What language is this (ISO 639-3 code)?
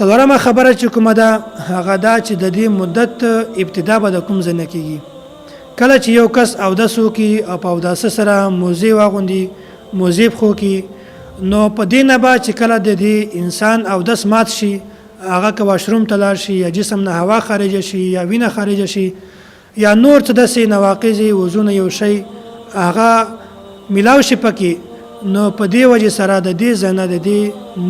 pus